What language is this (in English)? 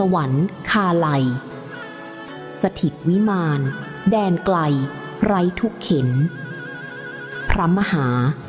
Thai